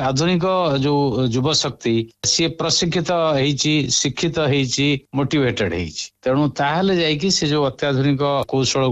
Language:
Odia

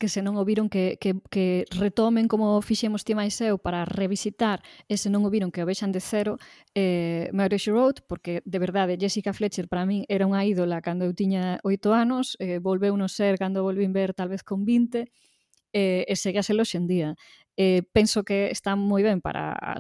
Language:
Galician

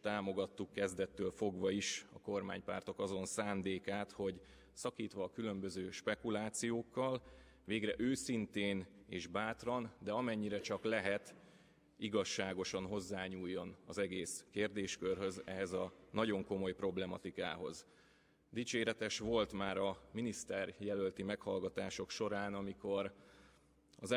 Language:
Hungarian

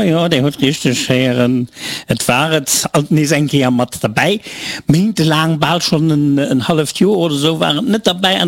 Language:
Luxembourgish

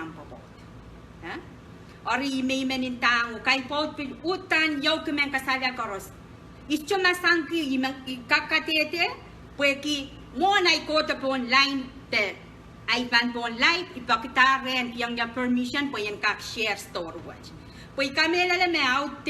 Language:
Pohnpeian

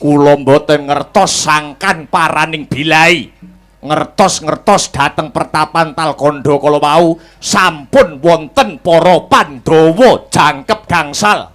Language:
Javanese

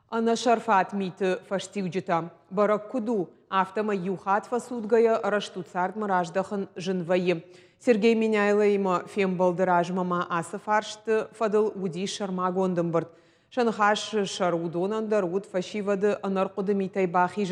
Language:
Ossetic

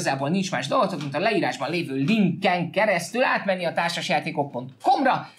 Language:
Hungarian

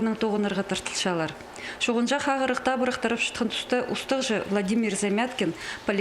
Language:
Khakas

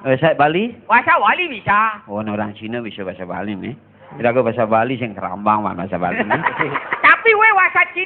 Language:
Balinese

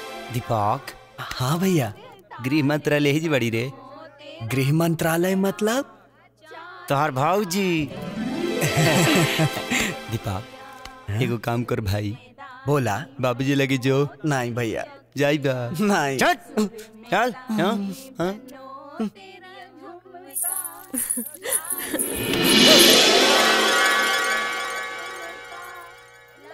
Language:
Bhojpuri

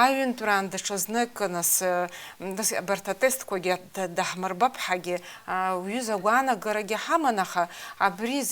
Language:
Abkhazian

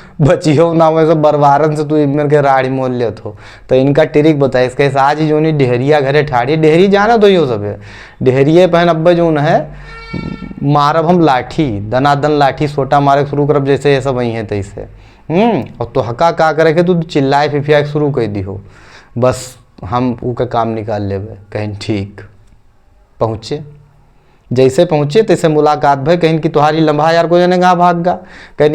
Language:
Awadhi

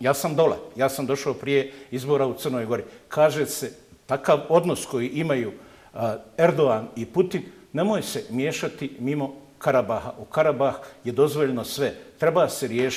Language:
Bosnian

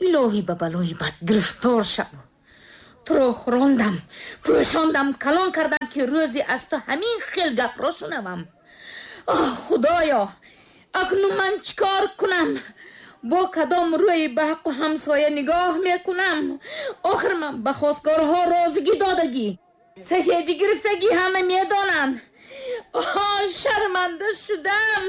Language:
Tajik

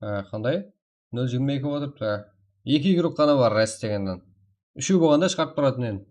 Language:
Kara-Kalpak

